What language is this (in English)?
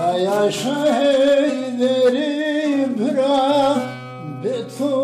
Zaza